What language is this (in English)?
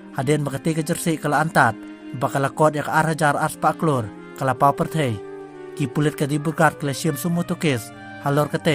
Khasi